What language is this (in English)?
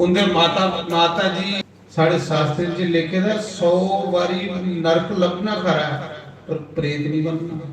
Dogri